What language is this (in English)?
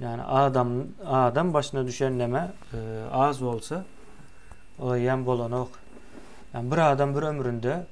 Turkmen